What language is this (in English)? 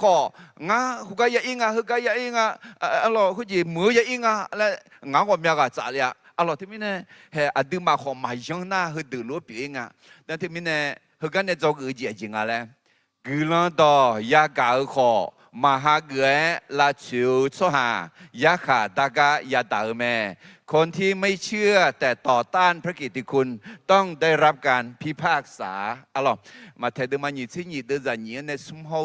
Akha